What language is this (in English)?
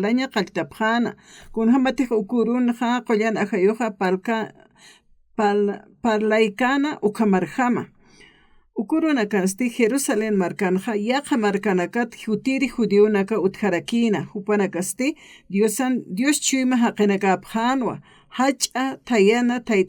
Aymara